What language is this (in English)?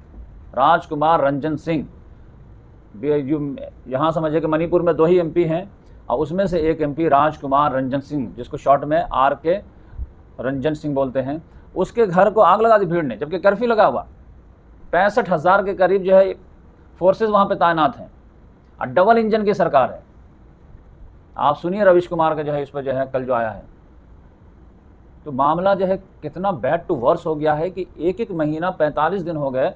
Hindi